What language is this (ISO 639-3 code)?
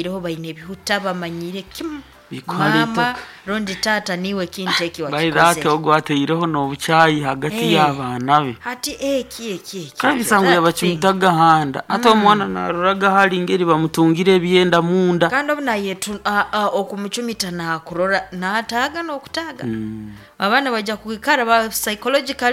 nyo